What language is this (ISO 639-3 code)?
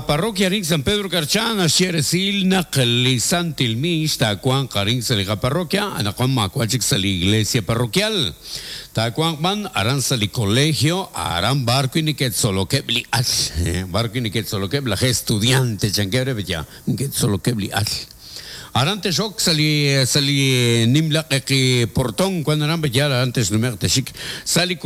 kek